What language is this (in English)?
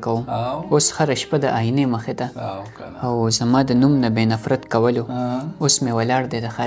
Pashto